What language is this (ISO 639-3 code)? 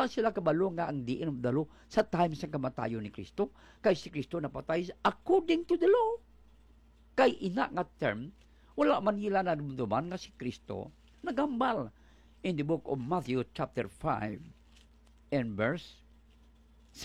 hil